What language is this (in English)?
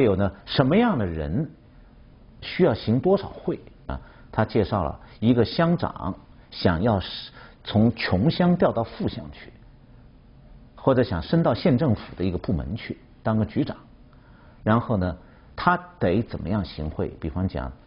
Chinese